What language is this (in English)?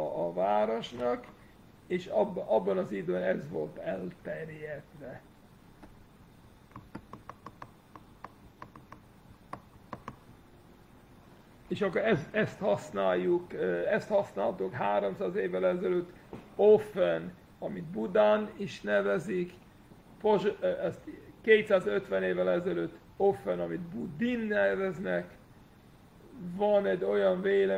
Hungarian